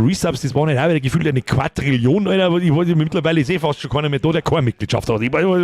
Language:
Bavarian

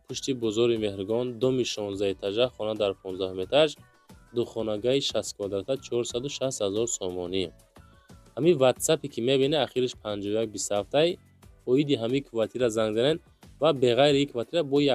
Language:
Tajik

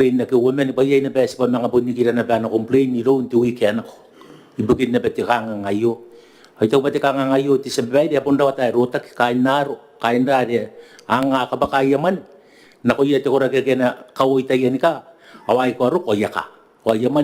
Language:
Gilbertese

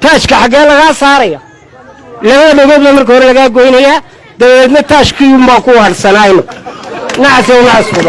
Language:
Somali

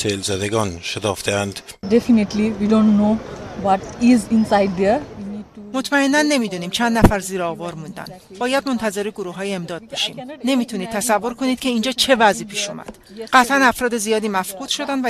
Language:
Persian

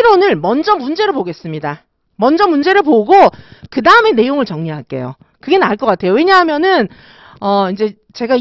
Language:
Korean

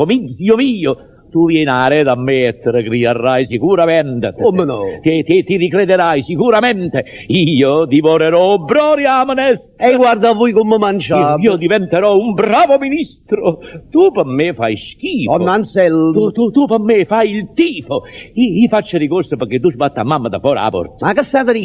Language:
Neapolitan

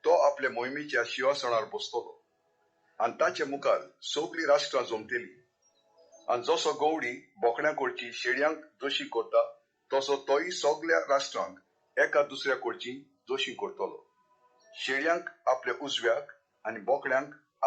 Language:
Konkani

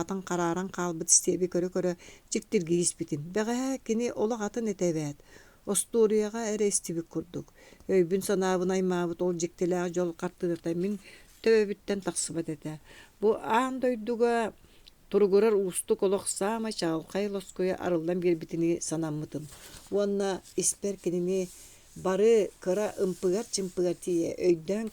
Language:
Yakut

